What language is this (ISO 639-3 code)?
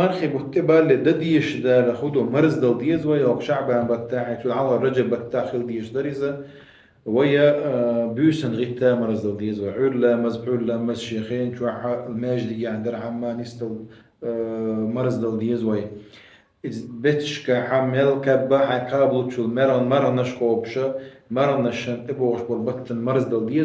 che